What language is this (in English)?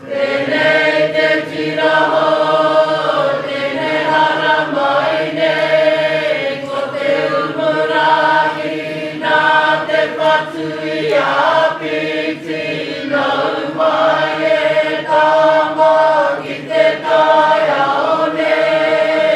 Māori